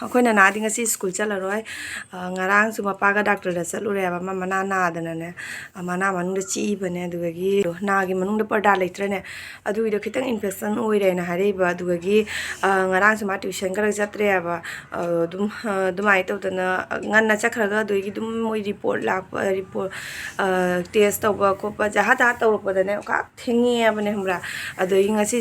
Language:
Manipuri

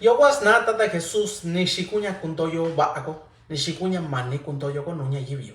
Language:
Mixtepec Mixtec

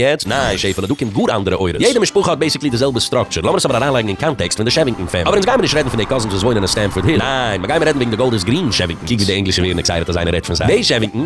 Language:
Yiddish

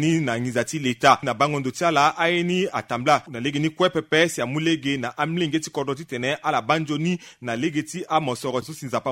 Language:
Sango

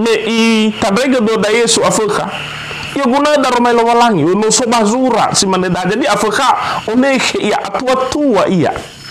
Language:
Nias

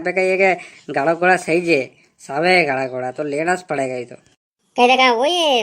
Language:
Rajasthani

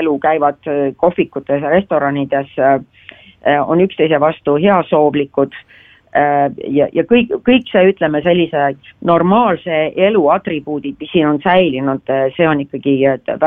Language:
Estonian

